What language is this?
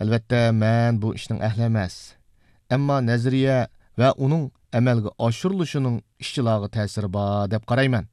Uyghur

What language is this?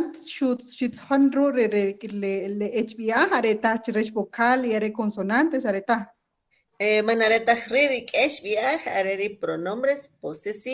Kʼicheʼ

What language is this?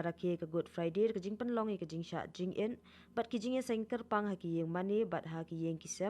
Khasi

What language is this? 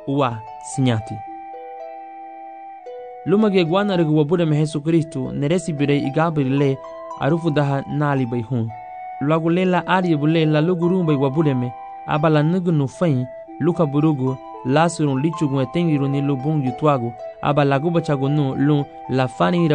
Garifuna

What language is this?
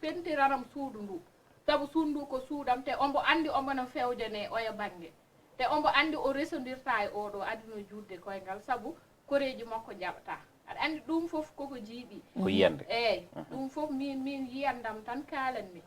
Fula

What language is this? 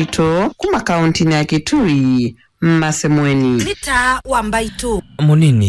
Kamba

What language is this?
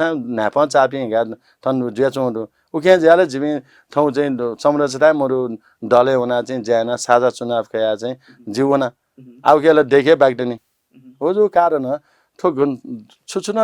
Newari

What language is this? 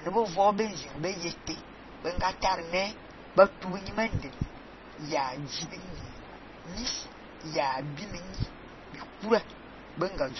Fang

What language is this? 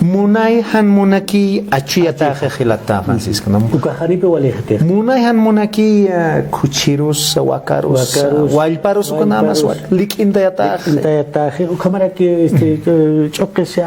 Aymara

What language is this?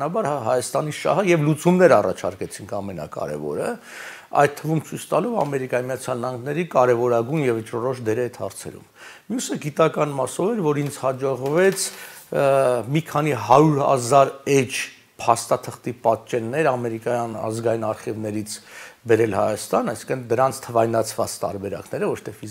Armenian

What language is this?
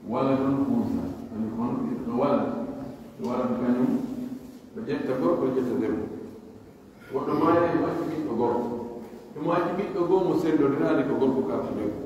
Pular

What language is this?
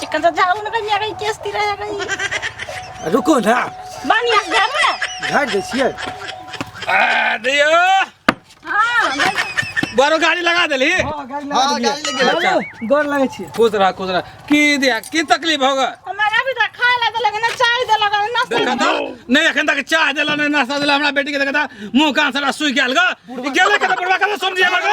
Maithili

